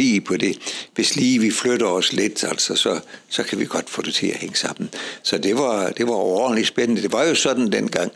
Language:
Danish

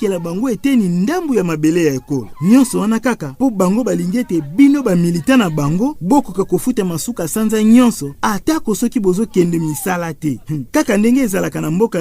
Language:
Lingala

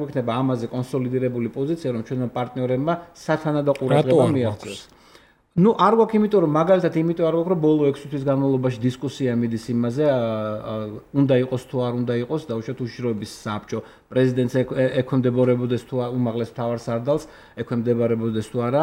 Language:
Georgian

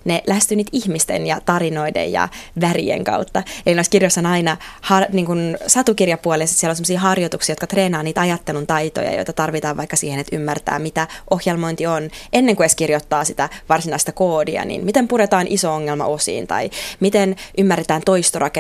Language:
Finnish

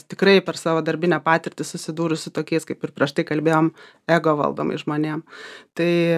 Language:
Lithuanian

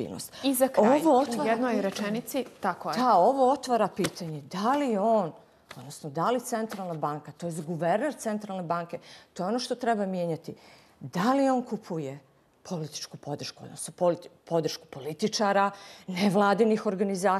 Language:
Bosnian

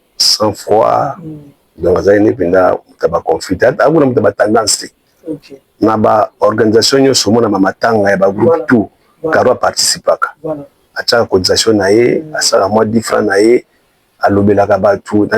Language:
Lingala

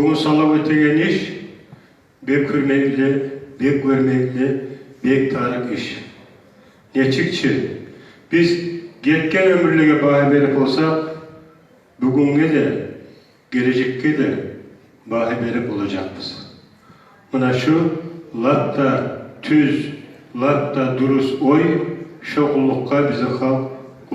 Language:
Kumyk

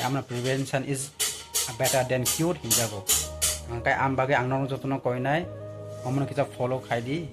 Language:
Kok Borok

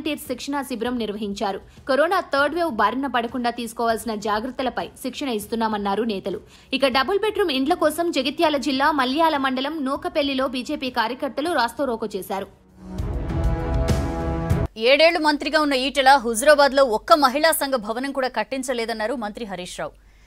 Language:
Telugu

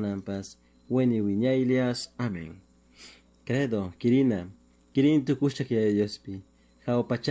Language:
Chimborazo Highland Quichua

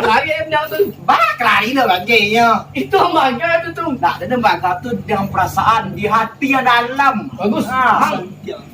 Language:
Minangkabau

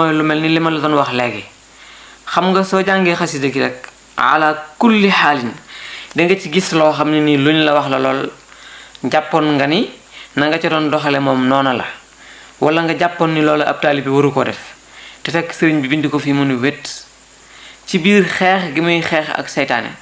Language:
Wolof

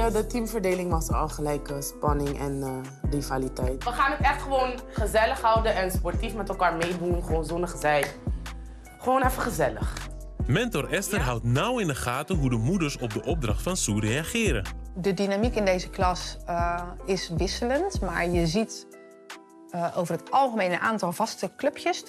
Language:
Dutch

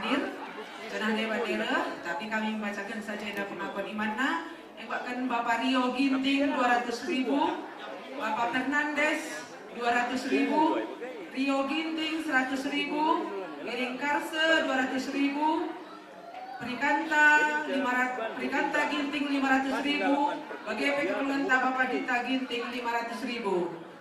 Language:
Batak Karo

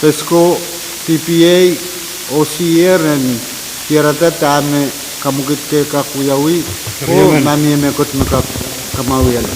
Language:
Pohnpeian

